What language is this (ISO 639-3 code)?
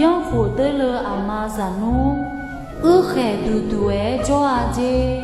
ahk